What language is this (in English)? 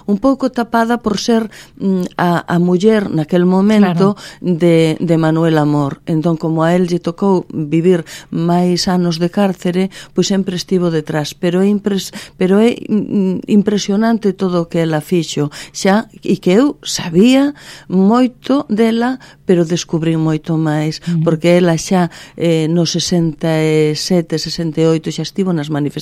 Galician